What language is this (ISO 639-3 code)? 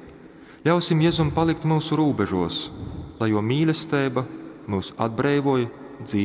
ltg